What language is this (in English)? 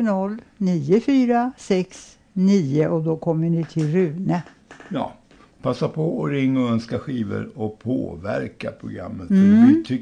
Swedish